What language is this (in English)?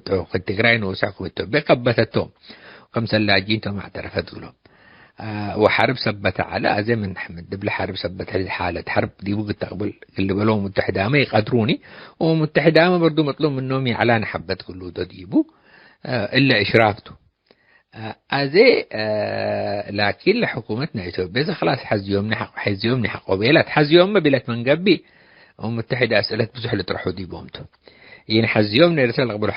Tigre